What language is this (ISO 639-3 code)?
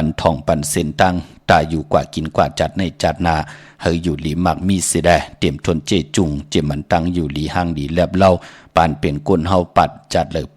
shn